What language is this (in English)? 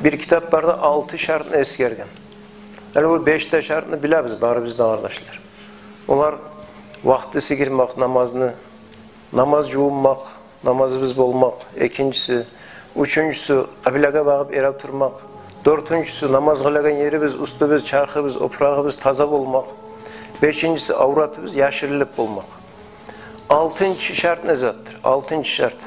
Kumyk